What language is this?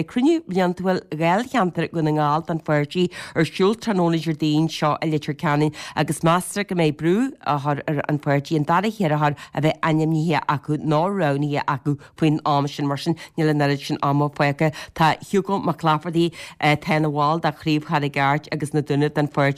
Irish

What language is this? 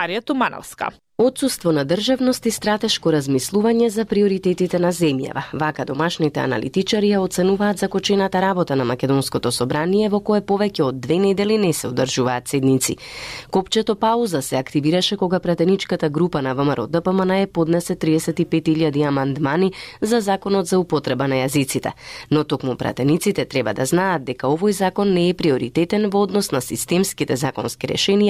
Macedonian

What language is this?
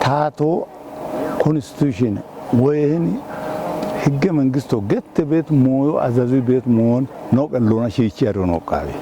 Kafa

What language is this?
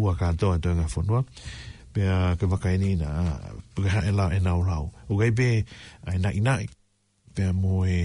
Tongan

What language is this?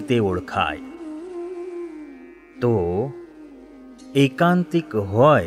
Gujarati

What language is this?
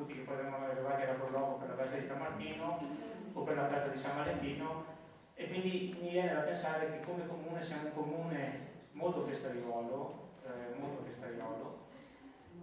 Italian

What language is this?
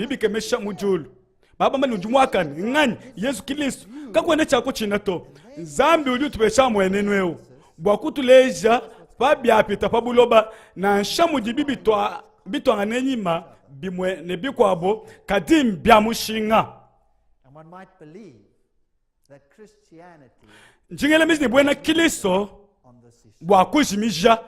Luba-Lulua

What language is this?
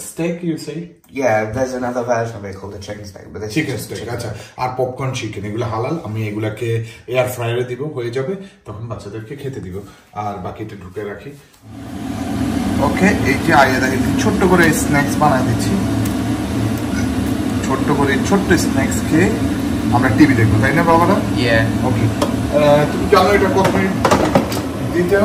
Bangla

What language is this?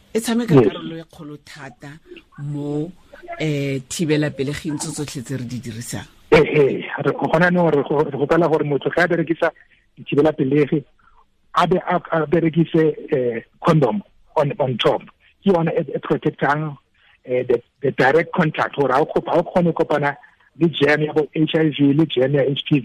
Tswana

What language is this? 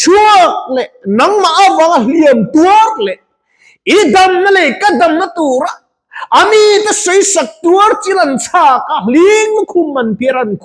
Mizo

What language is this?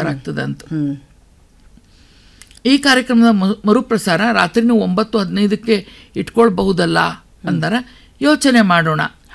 Kannada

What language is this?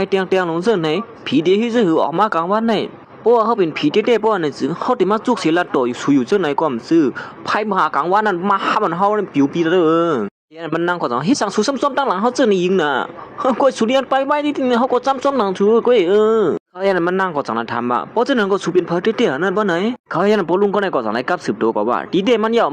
Shan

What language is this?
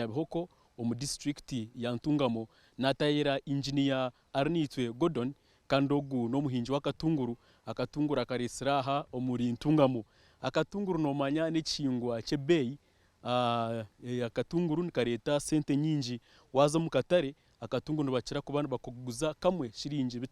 Nyankole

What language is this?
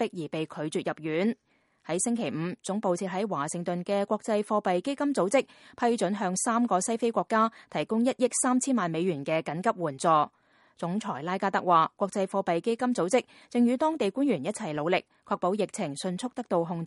Cantonese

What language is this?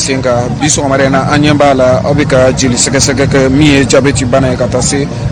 Bambara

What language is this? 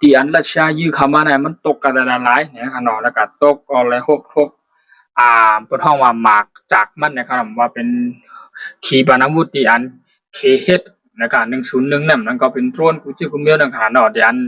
Shan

